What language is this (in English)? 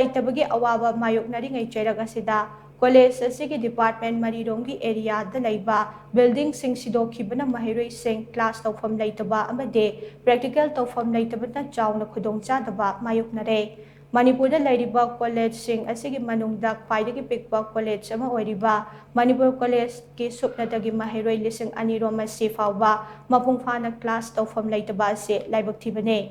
Manipuri